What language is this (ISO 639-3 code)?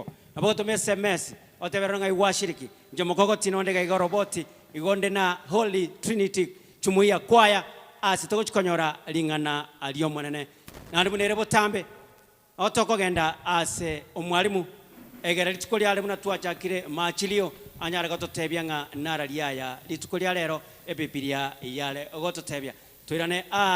guz